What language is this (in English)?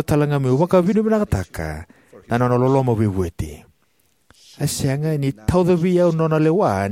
Fijian